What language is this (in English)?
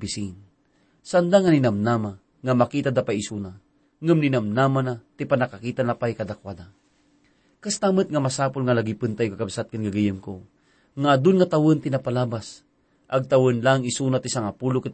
Iloko